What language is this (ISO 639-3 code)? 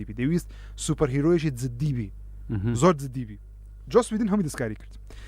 ckb